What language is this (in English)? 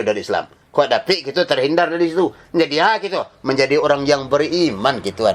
Minangkabau